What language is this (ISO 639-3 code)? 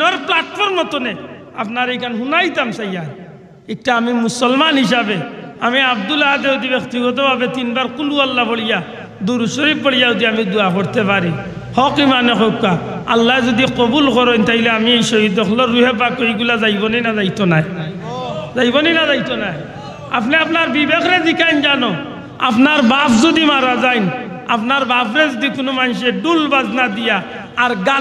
syl